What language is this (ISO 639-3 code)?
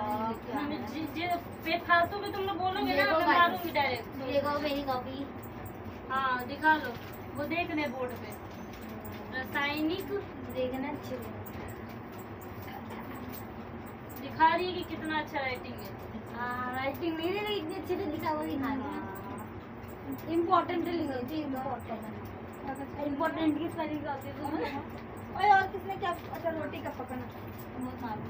hin